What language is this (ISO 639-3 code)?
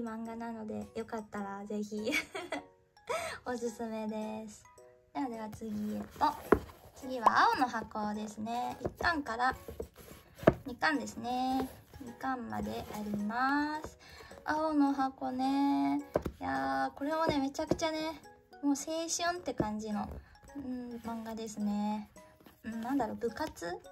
jpn